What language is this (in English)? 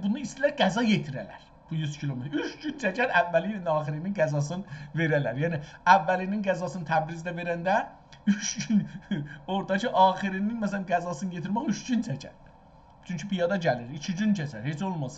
South Azerbaijani